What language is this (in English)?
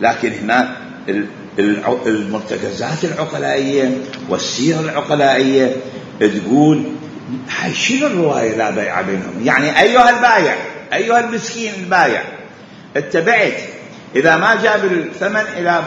Mesopotamian Arabic